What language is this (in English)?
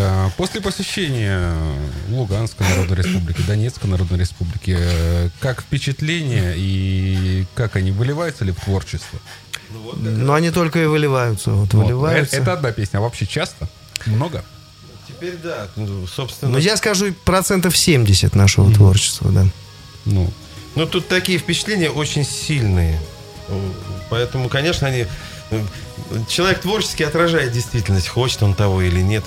Russian